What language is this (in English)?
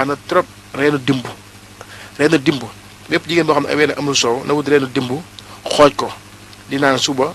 Wolof